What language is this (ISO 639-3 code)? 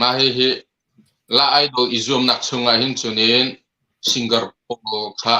cnh